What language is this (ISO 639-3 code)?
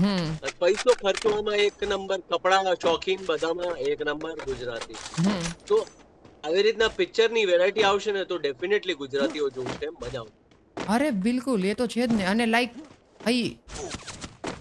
guj